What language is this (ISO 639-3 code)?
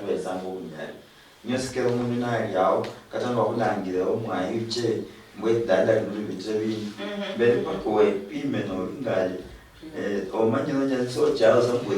luy